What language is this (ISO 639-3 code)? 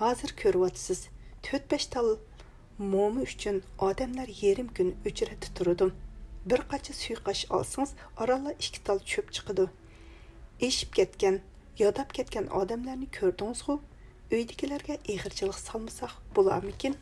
uig